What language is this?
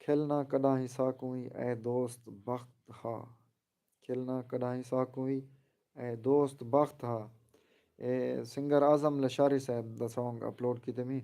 Saraiki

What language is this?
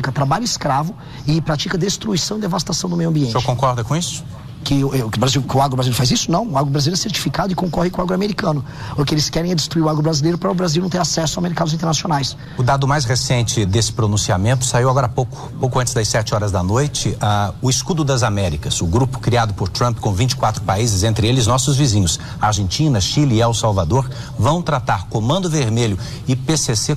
Portuguese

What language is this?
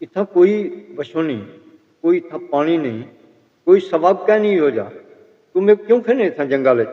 Saraiki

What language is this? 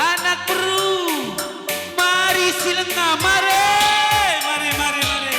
Batak Karo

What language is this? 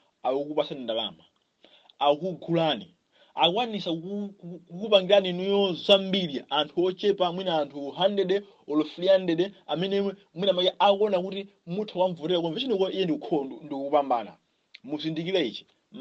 Nyanja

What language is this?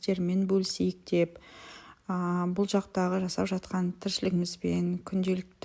Kazakh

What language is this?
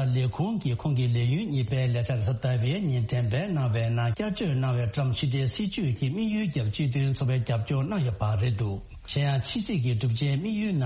Tibetan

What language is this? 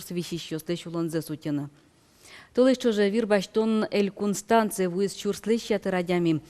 Udmurt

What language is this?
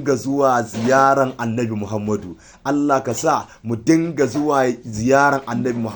Hausa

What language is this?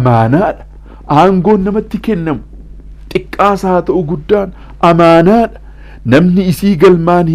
Oromo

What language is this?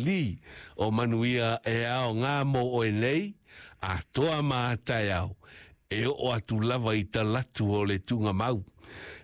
Samoan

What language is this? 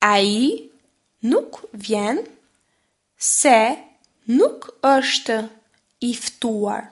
Albanian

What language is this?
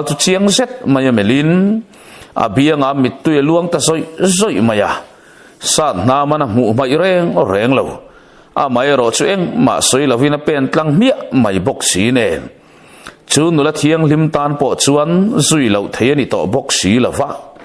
Mizo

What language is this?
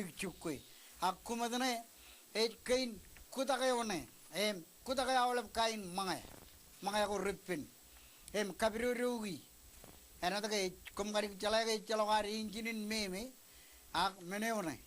Marshallese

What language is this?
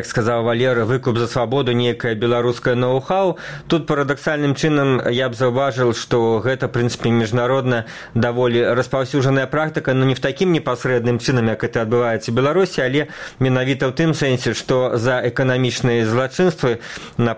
Belarusian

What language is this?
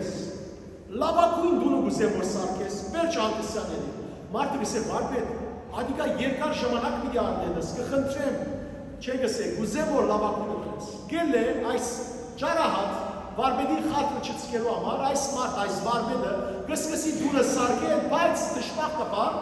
Western Armenian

